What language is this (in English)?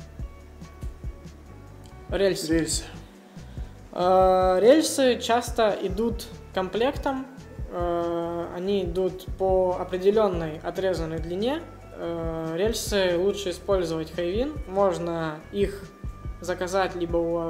Russian